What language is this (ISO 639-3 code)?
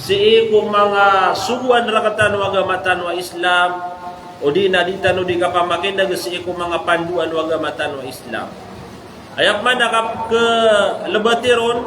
mrw